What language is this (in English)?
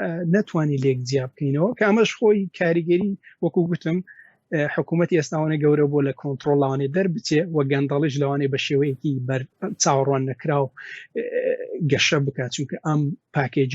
Central Kurdish